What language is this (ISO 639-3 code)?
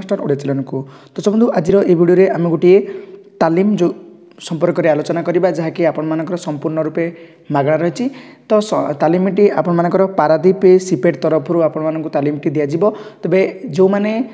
ori